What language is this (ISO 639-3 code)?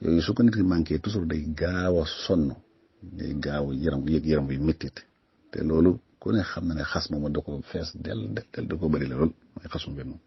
wol